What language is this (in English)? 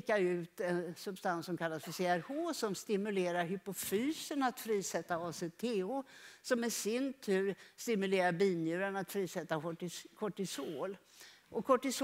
Swedish